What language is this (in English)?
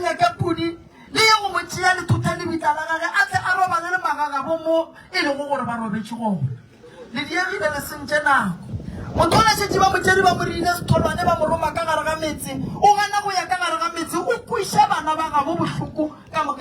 Northern Sotho